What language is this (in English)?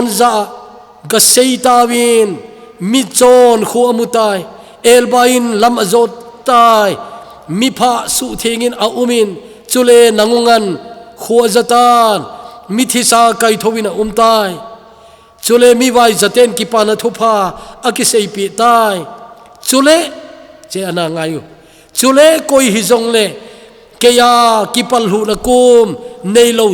Thado Chin